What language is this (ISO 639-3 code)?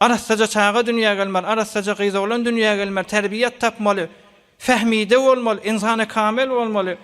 tuk